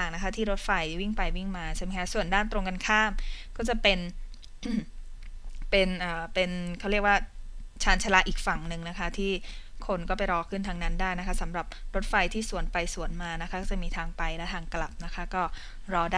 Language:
Thai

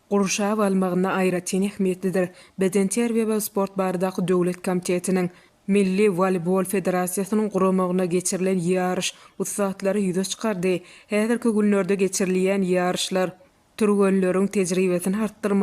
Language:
Turkmen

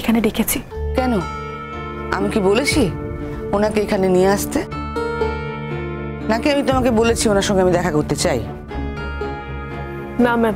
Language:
Bangla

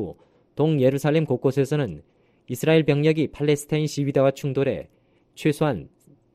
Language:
Korean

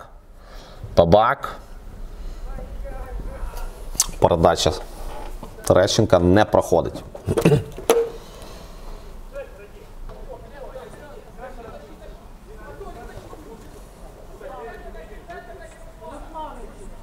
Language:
Ukrainian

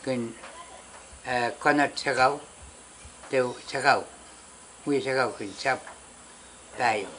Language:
Pohnpeian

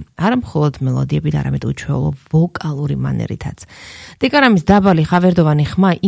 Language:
Georgian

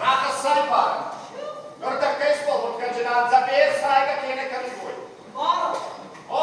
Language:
Ossetic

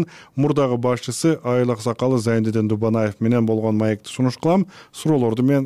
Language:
Kyrgyz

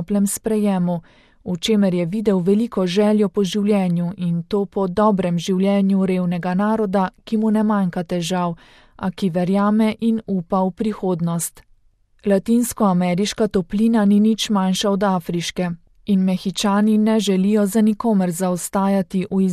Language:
Slovenian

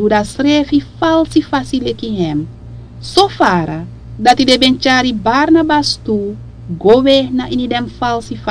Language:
Sranan Tongo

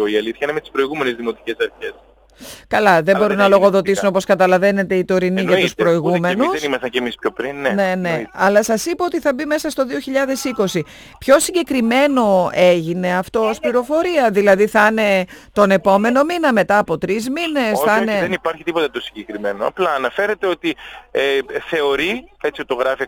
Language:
Greek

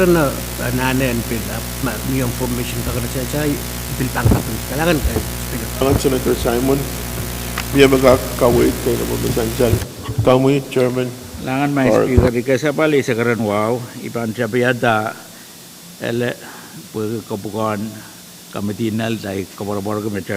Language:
Pohnpeian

